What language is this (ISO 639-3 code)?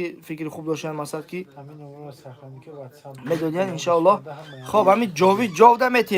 tgk